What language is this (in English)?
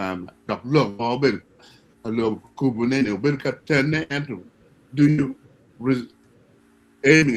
Acoli